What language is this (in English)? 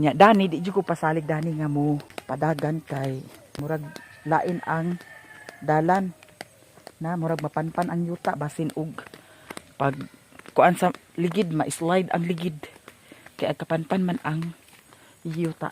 Cebuano